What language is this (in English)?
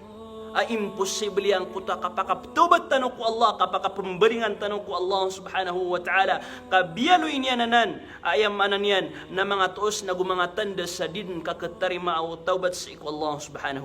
Maranao